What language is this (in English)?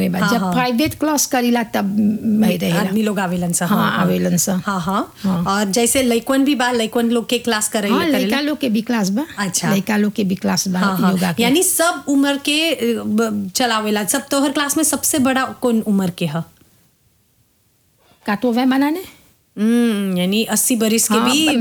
Bhojpuri